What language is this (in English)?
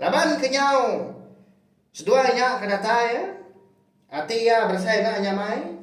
Iban